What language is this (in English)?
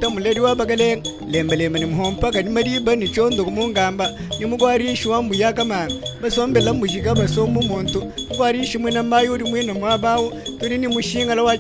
Luba-Lulua